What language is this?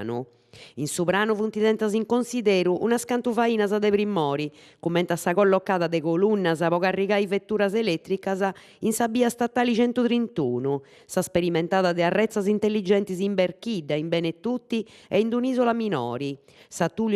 Sardinian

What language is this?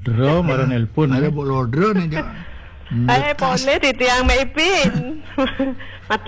Balinese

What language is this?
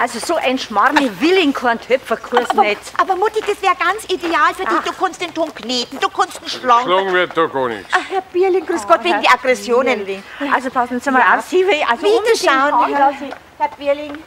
Bavarian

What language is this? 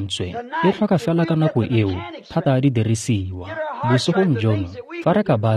Tswana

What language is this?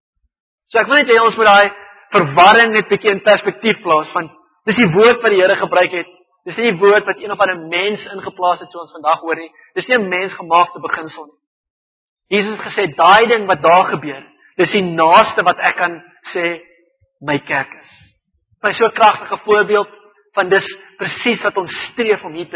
Afrikaans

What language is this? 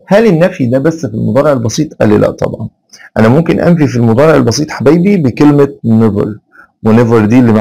Egyptian Arabic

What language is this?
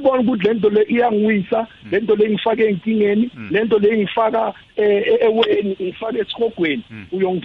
South Ndebele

